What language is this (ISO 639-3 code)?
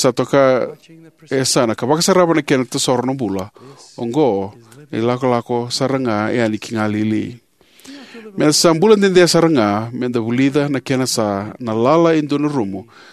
fij